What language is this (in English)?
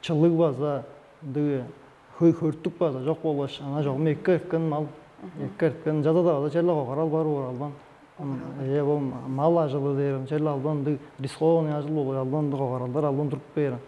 Tuvinian